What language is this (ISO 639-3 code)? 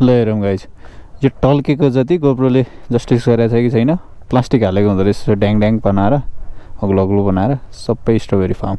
nep